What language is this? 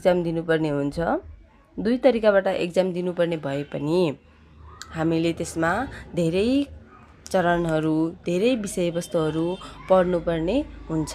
Nepali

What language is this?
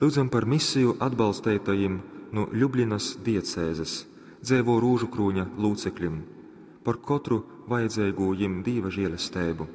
Latgalian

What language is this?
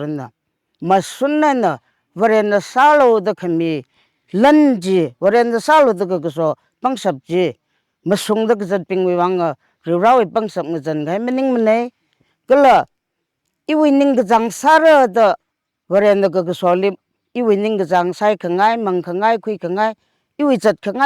Tangkhul Naga (India)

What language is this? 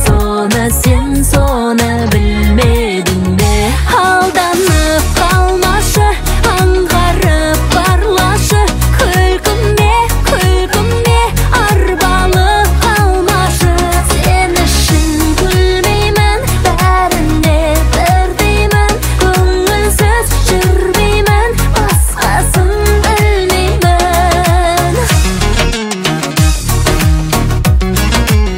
Kazakh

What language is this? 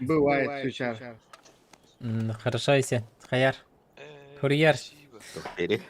Yakut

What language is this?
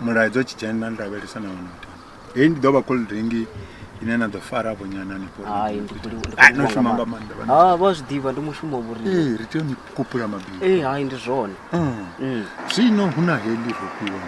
Venda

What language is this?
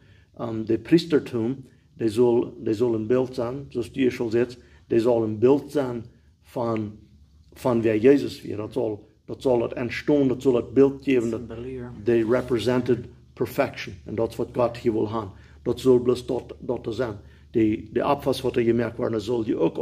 Plautdietsch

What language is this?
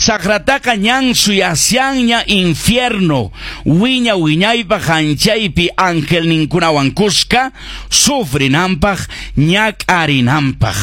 Quechua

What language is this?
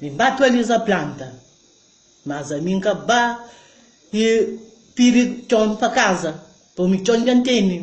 Kabuverdianu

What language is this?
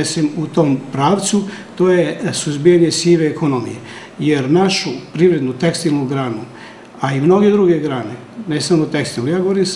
Serbian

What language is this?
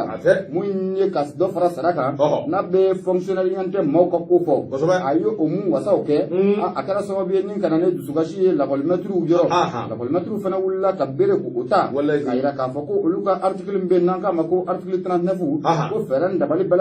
Bambara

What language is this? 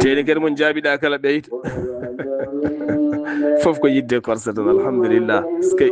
Fula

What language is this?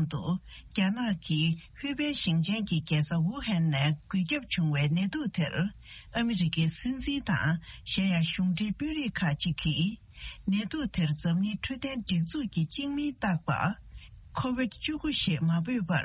Tibetan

